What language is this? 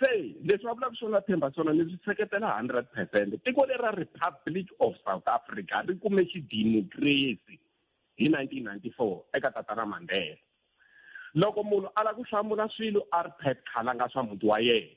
Tsonga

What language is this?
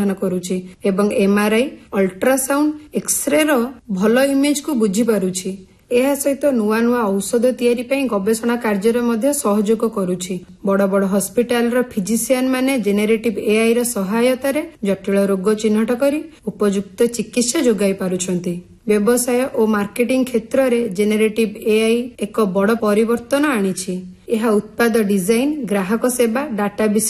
Odia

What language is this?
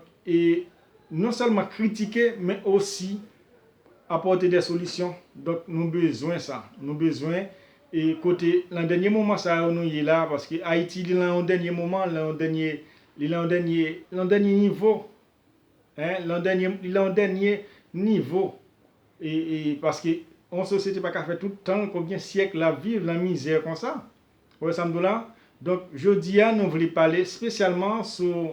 Haitian Creole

